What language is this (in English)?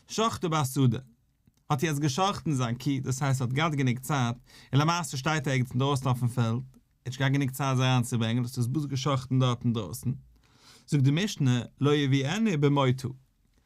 Yiddish